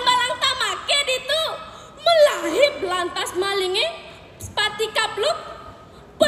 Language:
Balinese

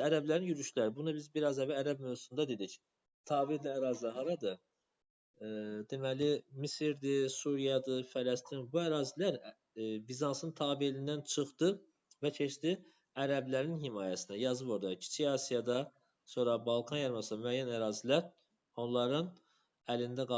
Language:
Azerbaijani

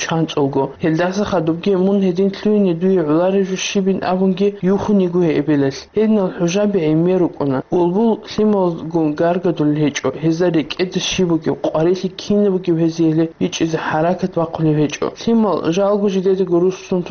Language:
Avaric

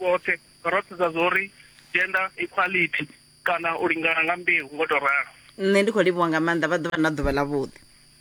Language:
Venda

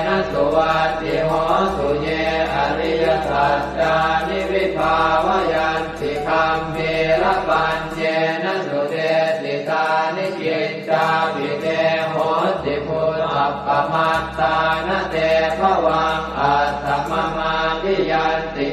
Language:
Pali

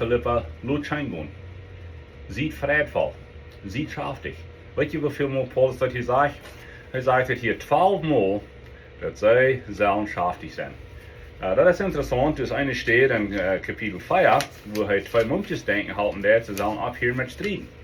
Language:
Plautdietsch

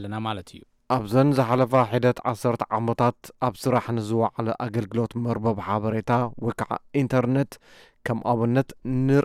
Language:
Tigrinya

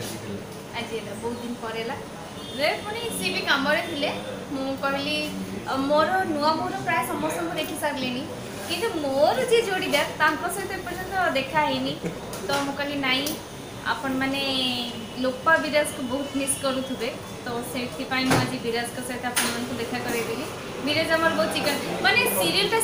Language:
Odia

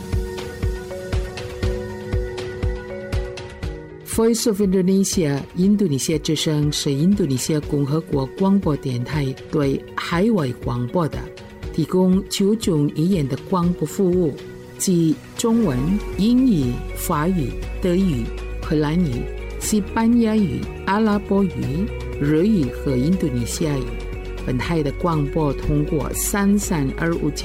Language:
Chinese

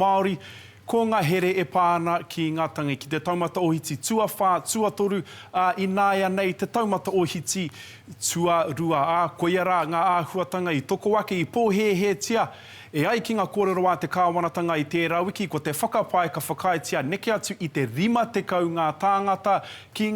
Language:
Māori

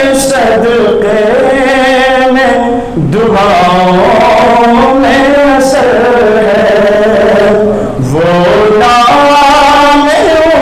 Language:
Urdu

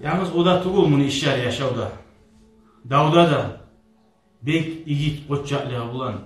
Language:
Kumyk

